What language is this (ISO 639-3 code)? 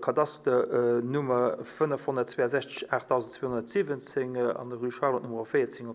ltz